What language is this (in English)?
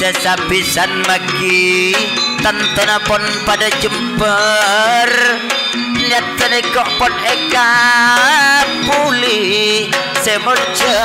Madurese